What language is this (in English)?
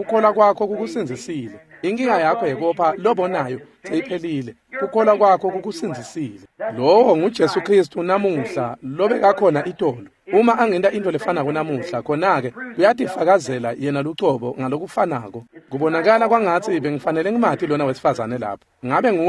Swati